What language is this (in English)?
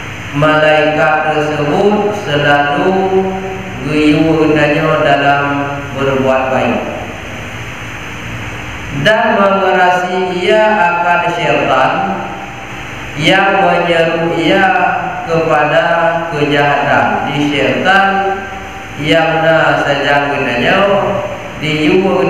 Malay